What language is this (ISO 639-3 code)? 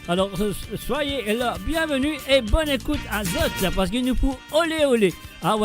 mfe